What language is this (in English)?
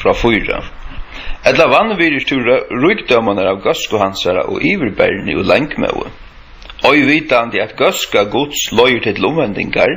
Faroese